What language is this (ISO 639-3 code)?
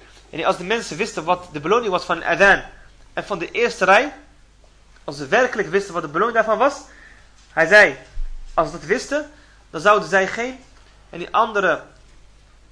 nld